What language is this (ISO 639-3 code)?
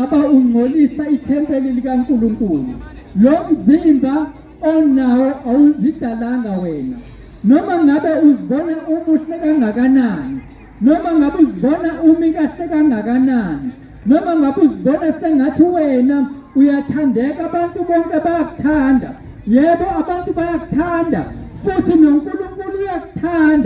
zul